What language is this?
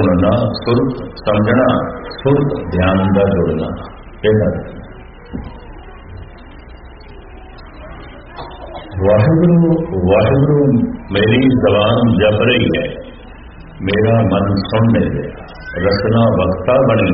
Punjabi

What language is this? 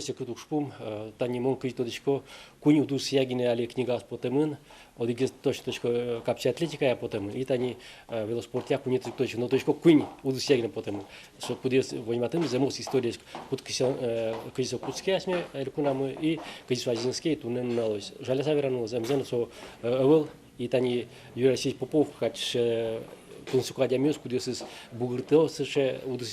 Udmurt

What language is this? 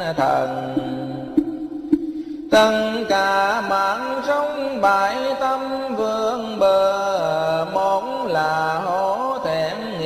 Vietnamese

